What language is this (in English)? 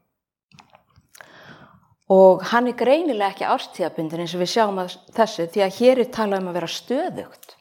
Icelandic